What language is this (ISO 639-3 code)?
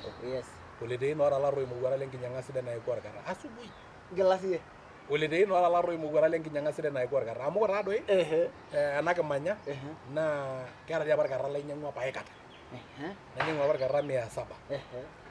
mas